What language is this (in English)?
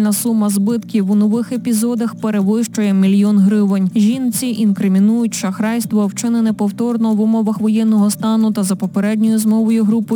Ukrainian